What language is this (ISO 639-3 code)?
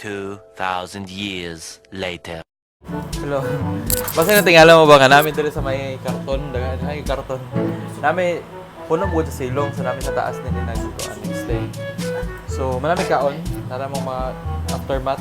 ceb